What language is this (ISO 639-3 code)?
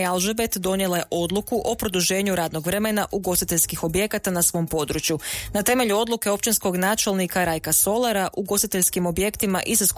hrv